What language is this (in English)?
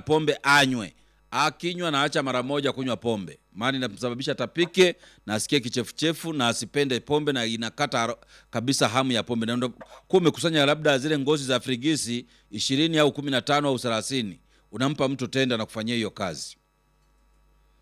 Swahili